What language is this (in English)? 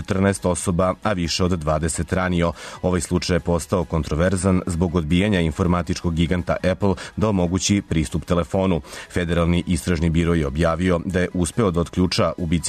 Serbian